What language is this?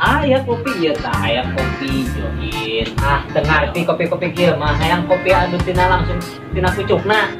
Sundanese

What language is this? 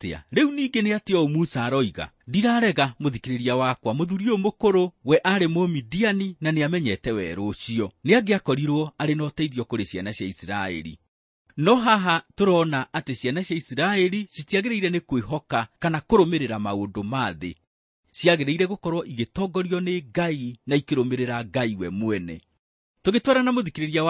Kikuyu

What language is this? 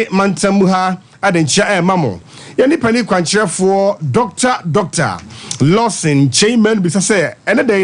Akan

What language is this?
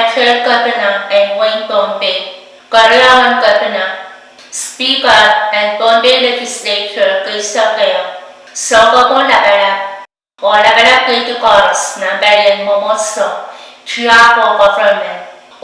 Pohnpeian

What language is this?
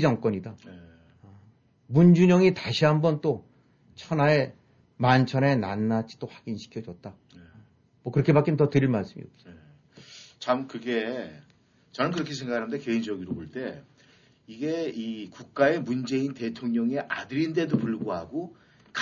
Korean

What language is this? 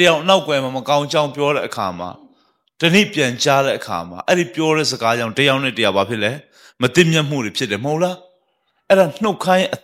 Burmese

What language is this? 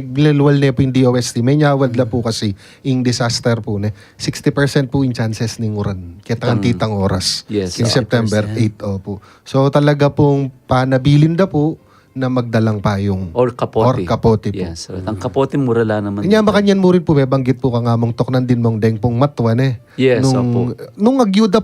Pampanga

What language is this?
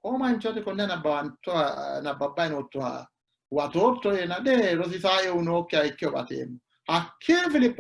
Sidamo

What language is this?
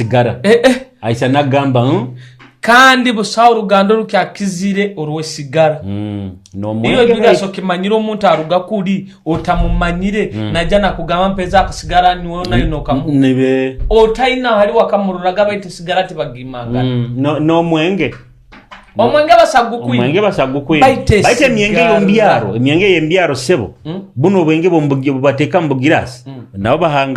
Nyoro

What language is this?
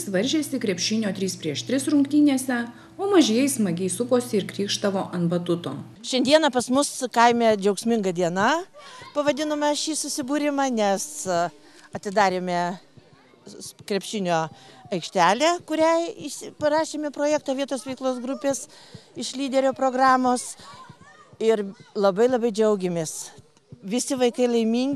Lithuanian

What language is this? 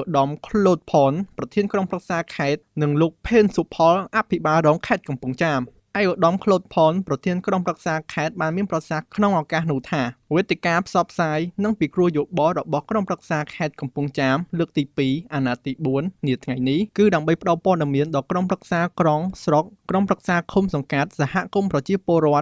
Khmer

